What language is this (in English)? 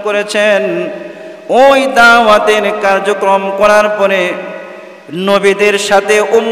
Bangla